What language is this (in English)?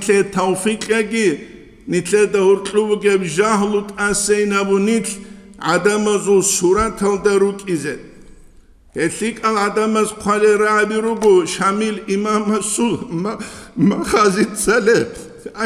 Avaric